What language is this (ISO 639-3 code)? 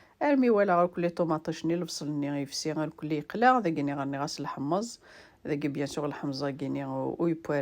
kab